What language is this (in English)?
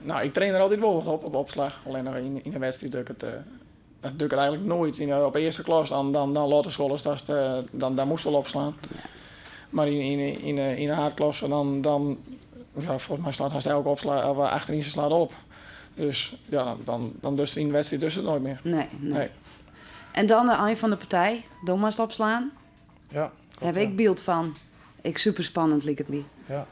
Western Frisian